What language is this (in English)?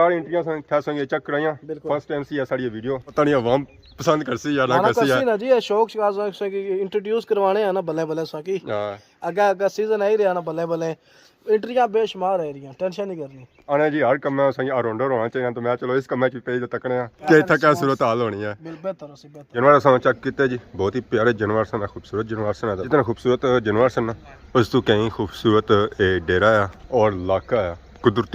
Pahari-Potwari